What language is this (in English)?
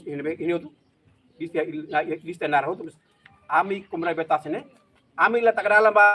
Tetum